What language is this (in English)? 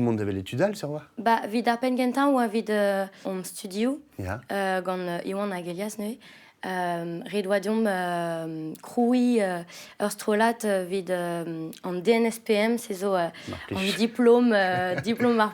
Breton